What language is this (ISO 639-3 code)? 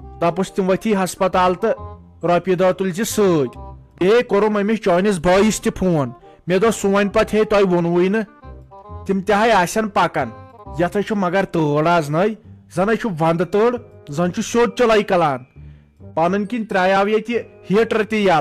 kas